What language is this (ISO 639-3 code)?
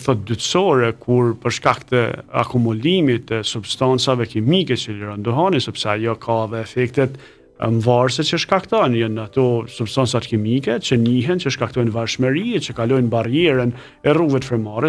sqi